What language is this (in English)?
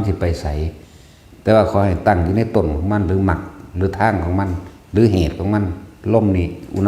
Northeastern Thai